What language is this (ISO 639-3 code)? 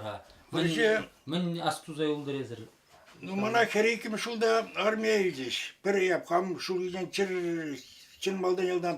chv